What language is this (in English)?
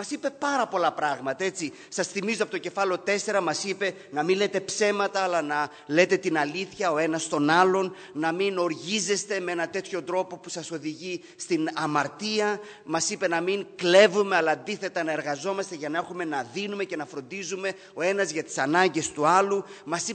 Greek